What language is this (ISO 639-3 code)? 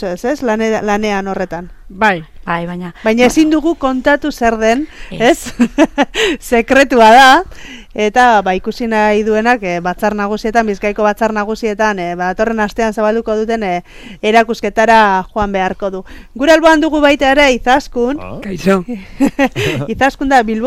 eus